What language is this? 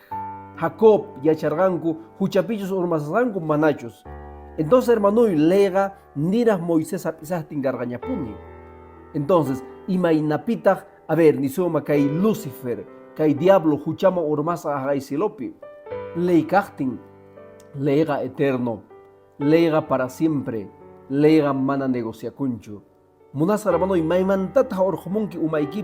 Quechua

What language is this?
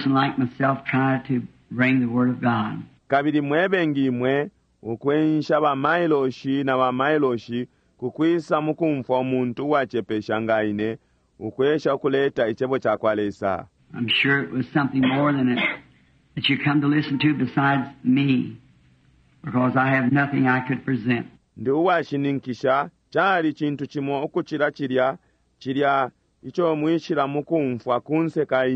Bemba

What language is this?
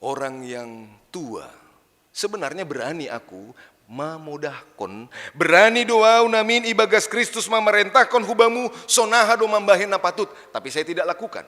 Batak Simalungun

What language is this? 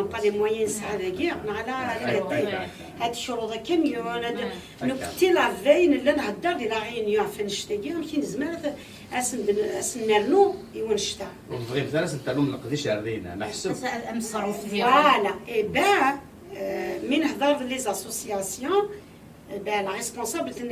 Kabyle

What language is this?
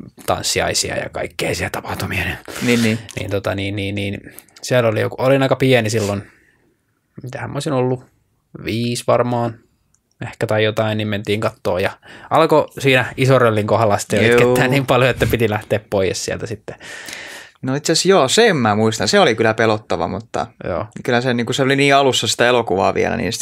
Finnish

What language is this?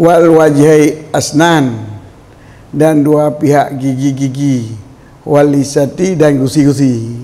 Achinese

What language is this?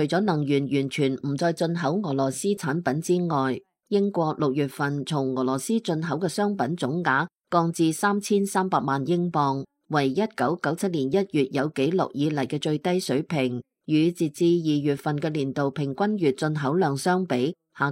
Cantonese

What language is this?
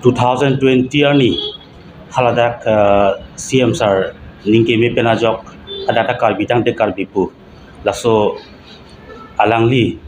Karbi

